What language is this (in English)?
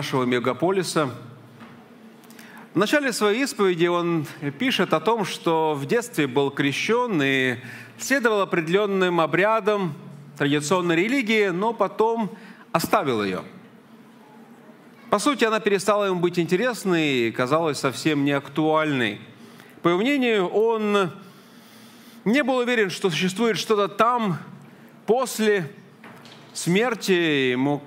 Russian